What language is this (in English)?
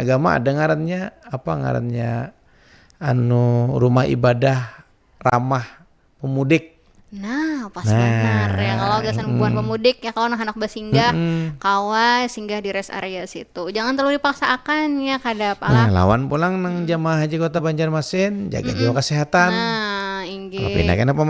Banjar